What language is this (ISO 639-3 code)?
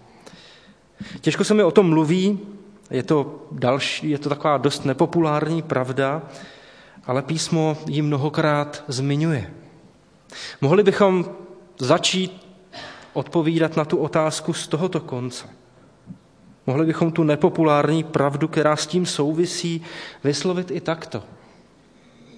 ces